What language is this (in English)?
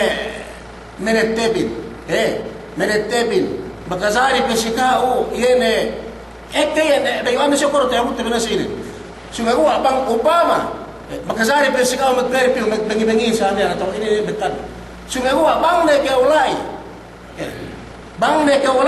Yakan